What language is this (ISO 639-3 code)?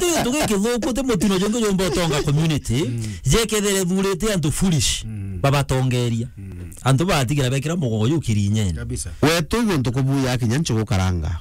mer